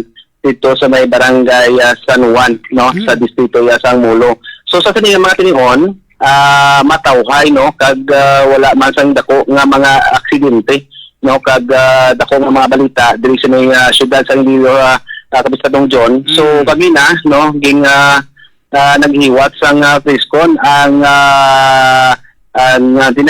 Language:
Hiligaynon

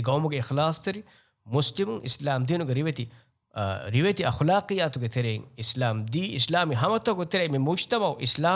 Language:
Divehi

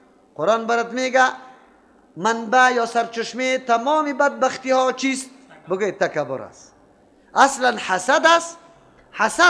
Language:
Persian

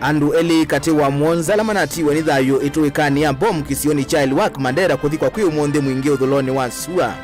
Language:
Kamba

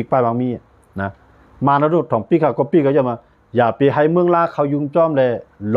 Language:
Shan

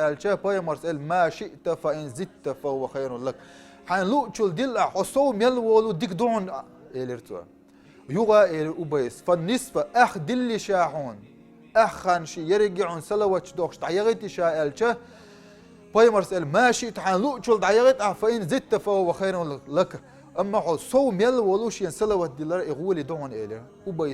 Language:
Chechen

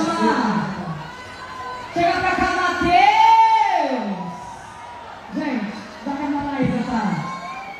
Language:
Portuguese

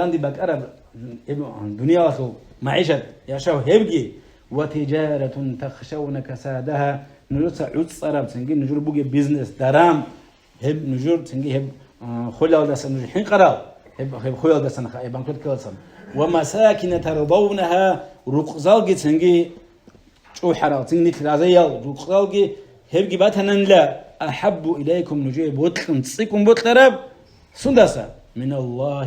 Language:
Avaric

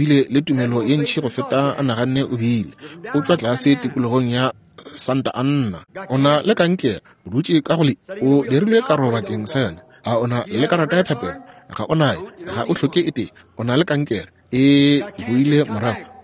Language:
Northern Sotho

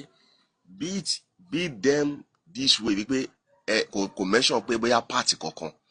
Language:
Yoruba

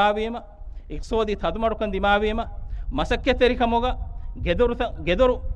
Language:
Divehi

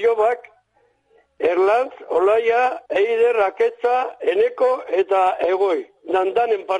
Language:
Basque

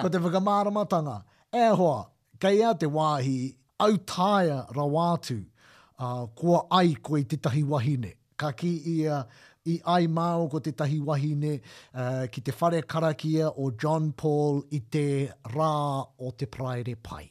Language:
Māori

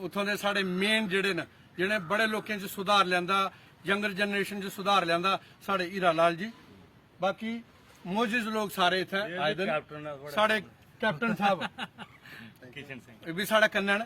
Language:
Dogri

